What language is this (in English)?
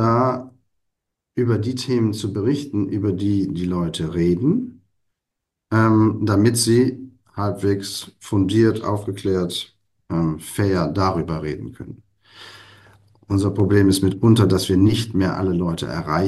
German